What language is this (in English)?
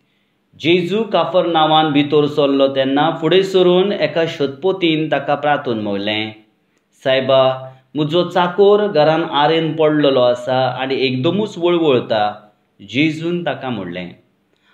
Konkani